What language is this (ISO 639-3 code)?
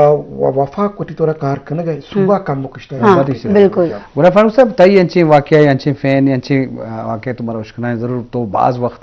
bgp